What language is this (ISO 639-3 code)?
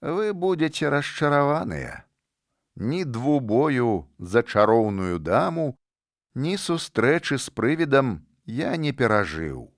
bel